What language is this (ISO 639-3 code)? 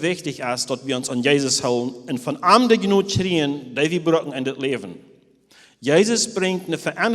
pdt